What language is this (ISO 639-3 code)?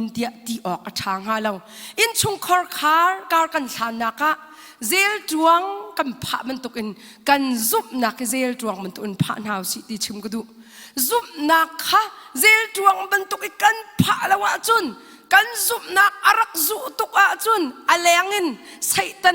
cnh